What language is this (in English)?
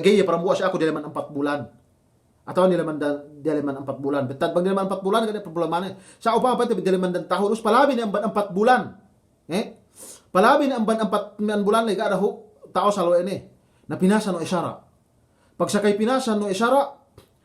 Yakan